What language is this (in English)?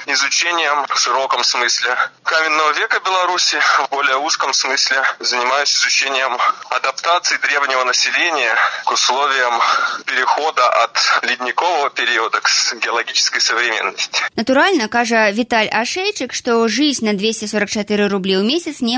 Belarusian